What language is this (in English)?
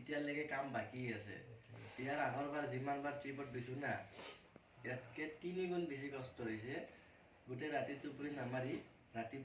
Assamese